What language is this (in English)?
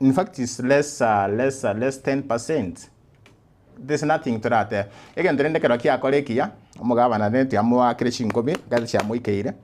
Gusii